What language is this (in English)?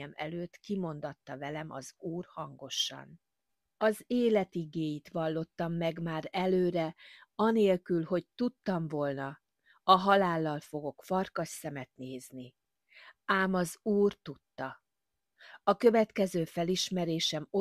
Hungarian